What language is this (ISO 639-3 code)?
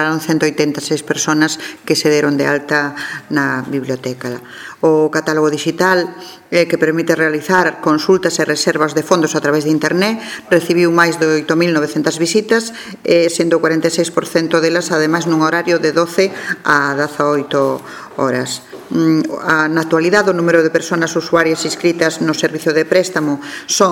glg